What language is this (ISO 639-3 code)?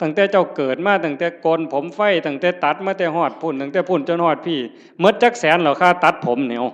tts